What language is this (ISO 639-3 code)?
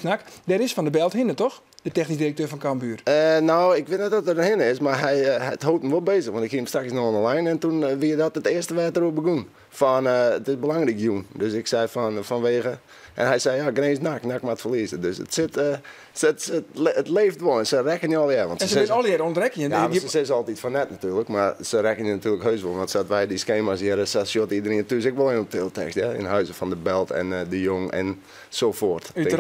fry